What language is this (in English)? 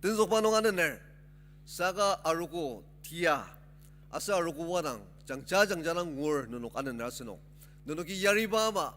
Ao Naga